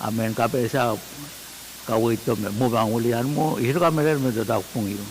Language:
Pohnpeian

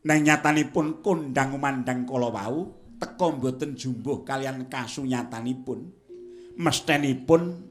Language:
Javanese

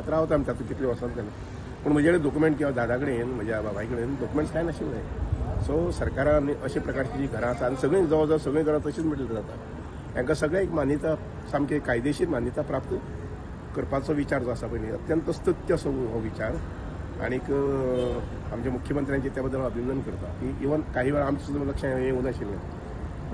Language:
Konkani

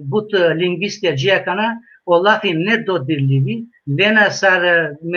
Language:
Balkan Romani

